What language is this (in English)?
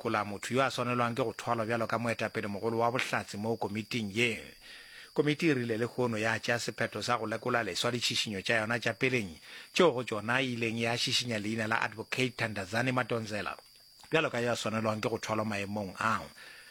Northern Sotho